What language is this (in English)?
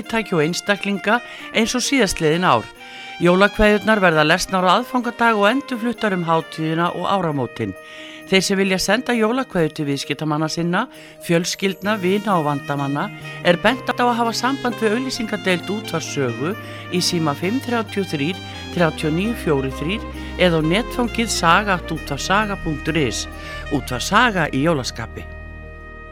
Icelandic